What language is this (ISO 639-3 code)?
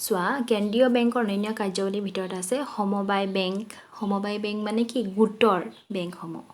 asm